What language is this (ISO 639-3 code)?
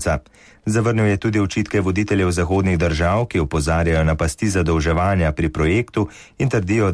slv